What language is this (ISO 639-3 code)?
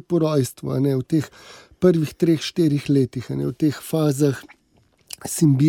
slv